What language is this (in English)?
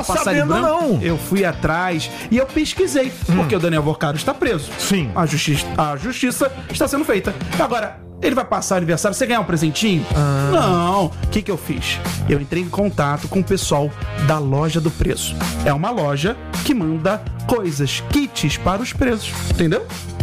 Portuguese